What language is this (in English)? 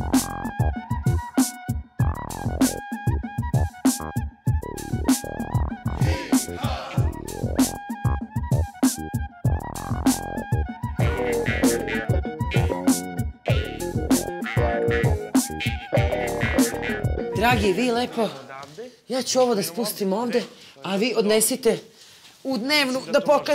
Serbian